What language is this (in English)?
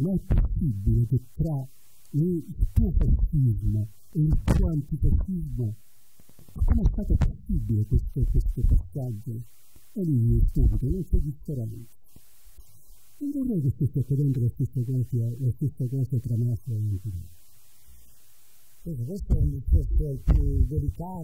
Italian